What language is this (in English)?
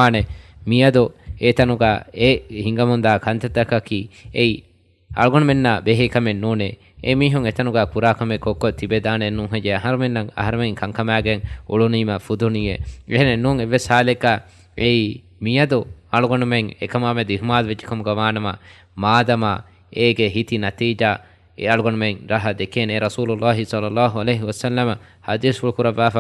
Divehi